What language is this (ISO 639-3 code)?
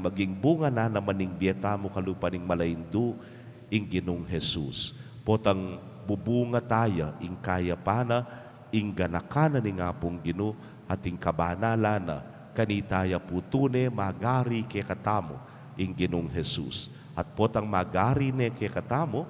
pam